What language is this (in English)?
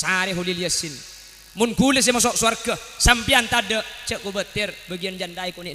Madurese